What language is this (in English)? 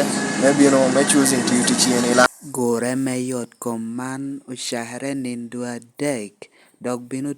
Lango (Uganda)